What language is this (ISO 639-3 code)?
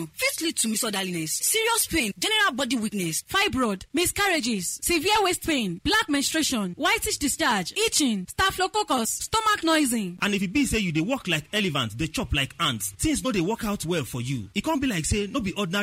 pcm